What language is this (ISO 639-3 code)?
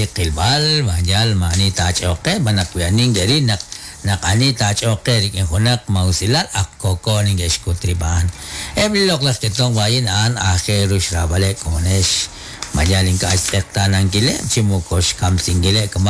kek